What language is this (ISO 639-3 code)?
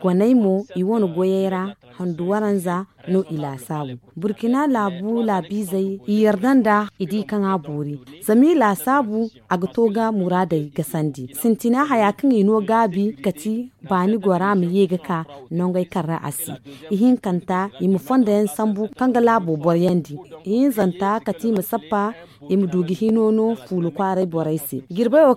dje